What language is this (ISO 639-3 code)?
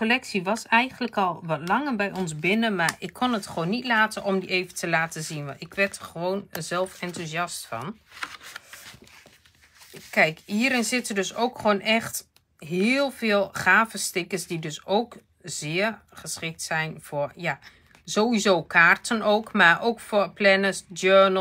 nld